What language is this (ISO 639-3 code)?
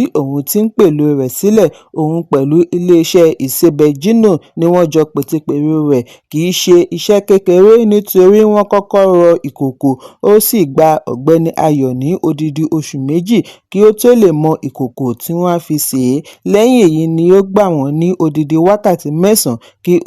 yor